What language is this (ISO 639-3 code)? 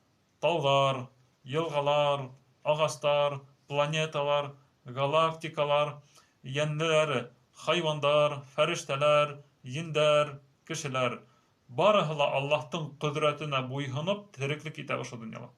bak